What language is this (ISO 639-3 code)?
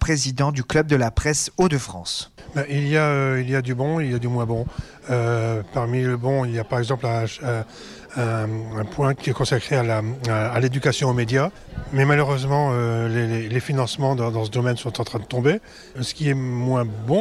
fra